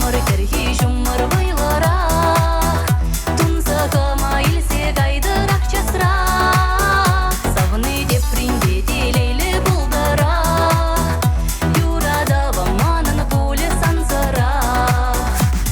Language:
Chuvash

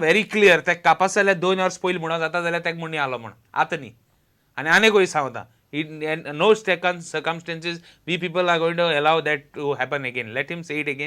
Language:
Konkani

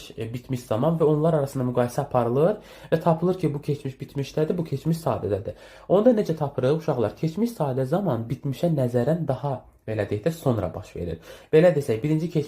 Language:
Azerbaijani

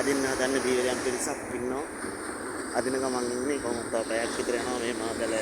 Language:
Sinhala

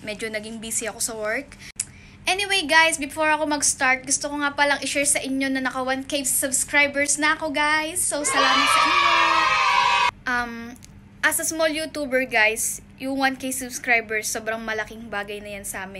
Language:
Filipino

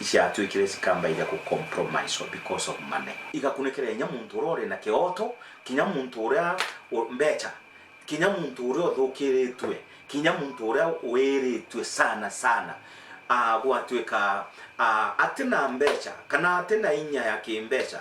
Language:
Meru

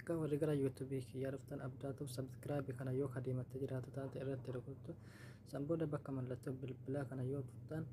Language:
Oromo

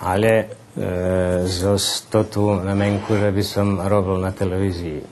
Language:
Rusyn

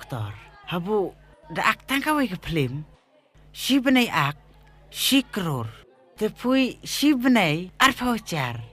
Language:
Khasi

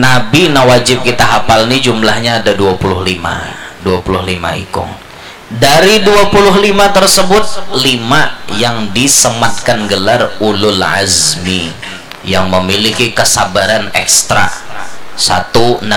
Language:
Banjar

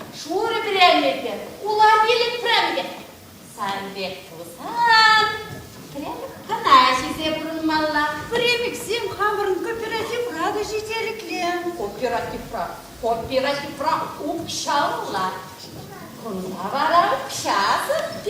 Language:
Chuvash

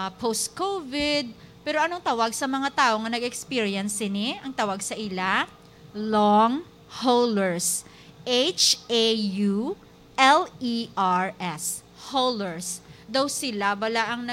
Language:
Hiligaynon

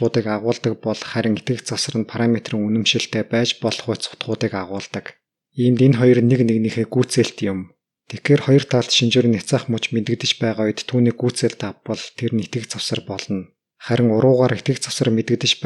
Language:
Mongolian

